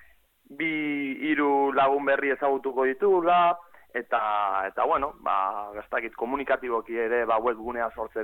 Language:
Basque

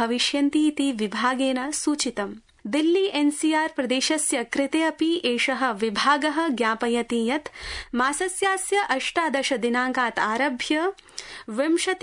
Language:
Sanskrit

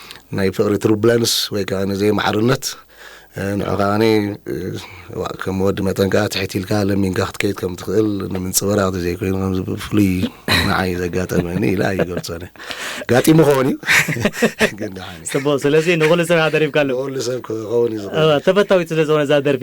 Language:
Tigrinya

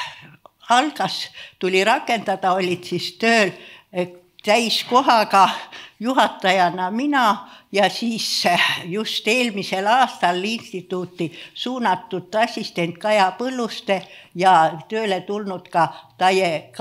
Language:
Estonian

